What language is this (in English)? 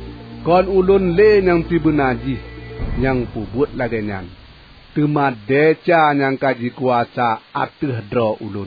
Achinese